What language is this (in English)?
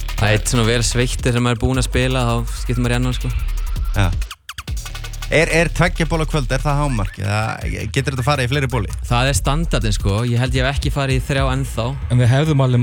Icelandic